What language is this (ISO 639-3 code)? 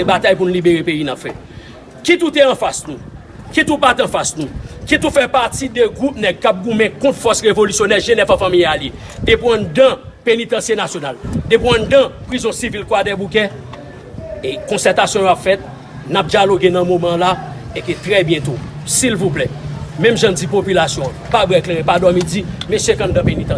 hat